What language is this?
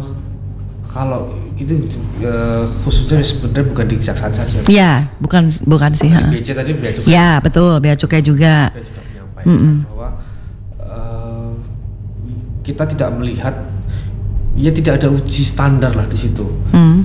Indonesian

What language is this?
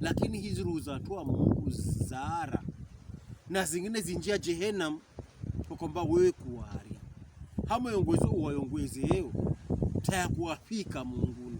Pokomo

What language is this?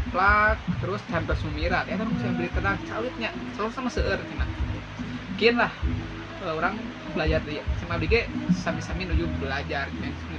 Sundanese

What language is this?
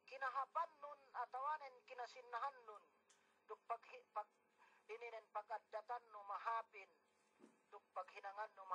Yakan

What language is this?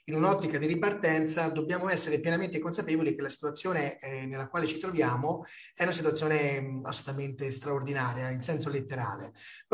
Italian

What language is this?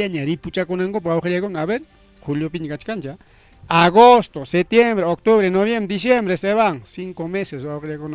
Ayacucho Quechua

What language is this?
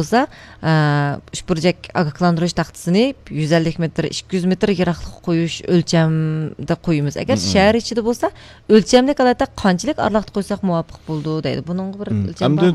Uyghur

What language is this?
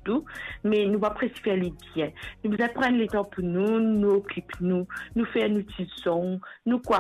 Morisyen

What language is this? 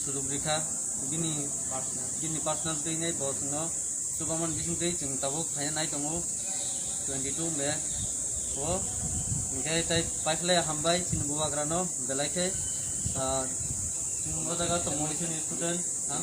Kok Borok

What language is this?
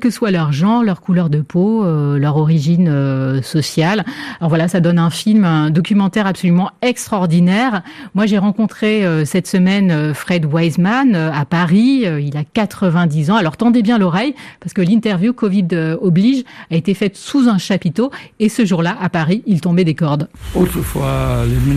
French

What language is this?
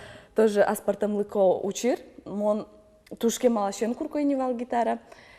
Udmurt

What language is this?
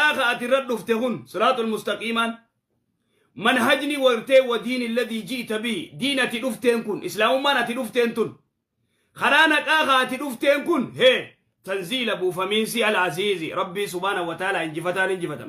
Oromo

